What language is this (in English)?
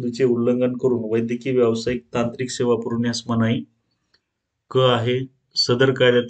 Marathi